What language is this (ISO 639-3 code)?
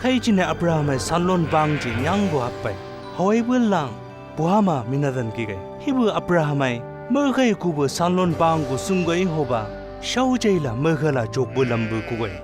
nbc